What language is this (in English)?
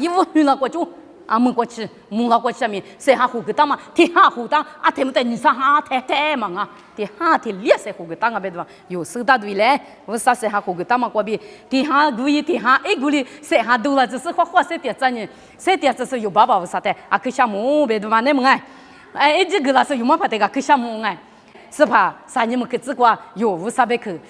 Lisu